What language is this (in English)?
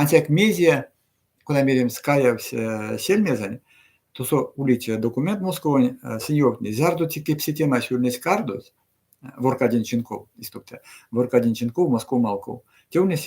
Erzya